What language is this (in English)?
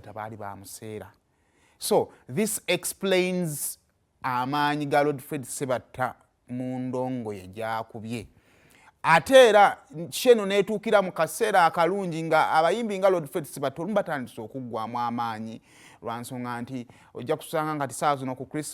Ganda